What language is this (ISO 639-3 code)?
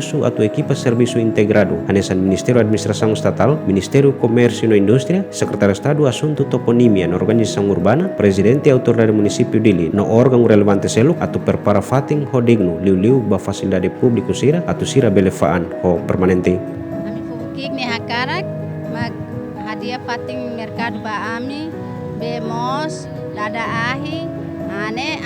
tet